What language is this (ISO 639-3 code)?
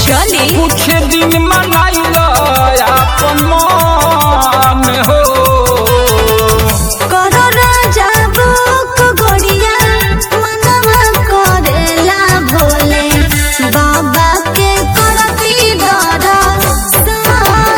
bho